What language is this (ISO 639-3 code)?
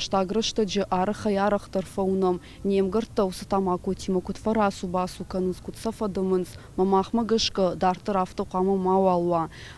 oss